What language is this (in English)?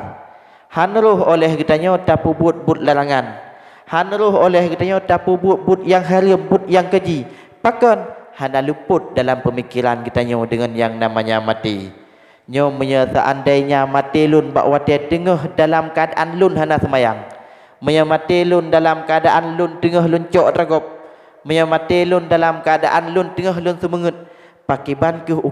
Achinese